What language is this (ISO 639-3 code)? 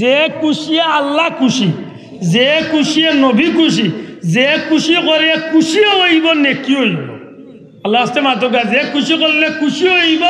syl